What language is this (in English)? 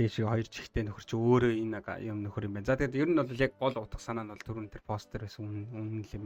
Mongolian